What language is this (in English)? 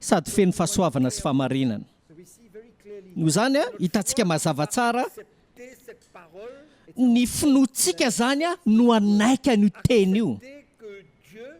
Malagasy